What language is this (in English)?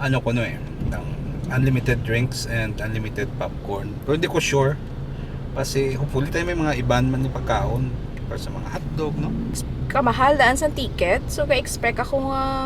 Hiligaynon